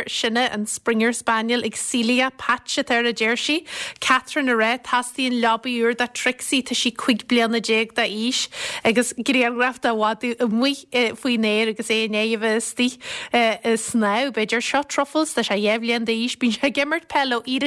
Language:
Irish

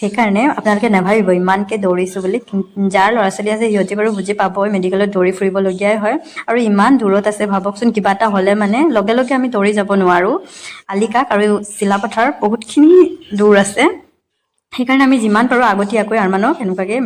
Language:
Assamese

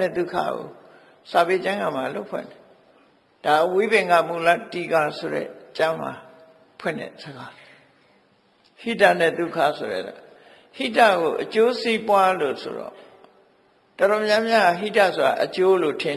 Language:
Burmese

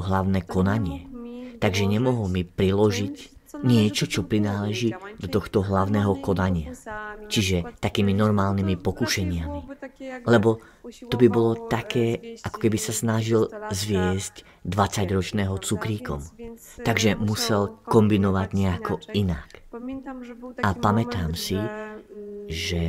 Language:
Slovak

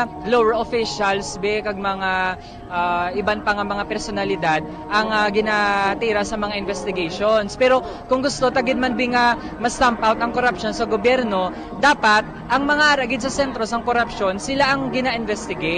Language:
Hiligaynon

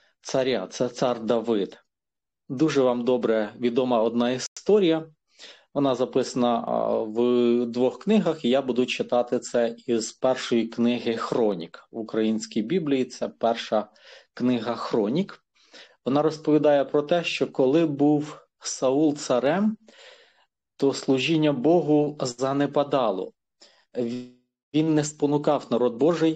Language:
Ukrainian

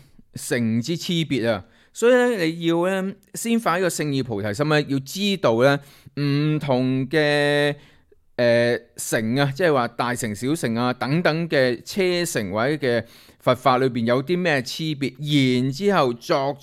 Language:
Cantonese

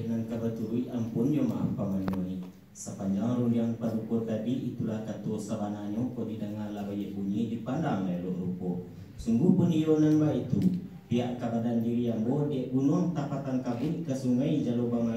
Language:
Minangkabau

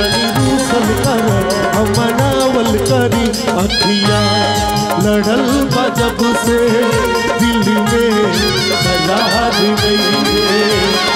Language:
Bhojpuri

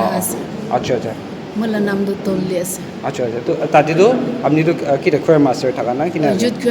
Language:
Naga Pidgin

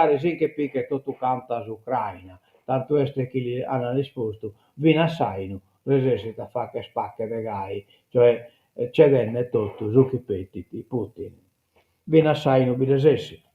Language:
Sardinian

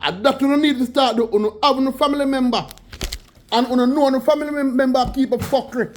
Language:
Jamaican Creole English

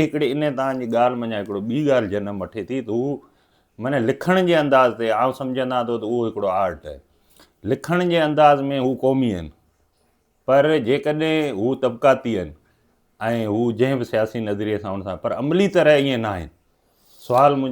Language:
Sindhi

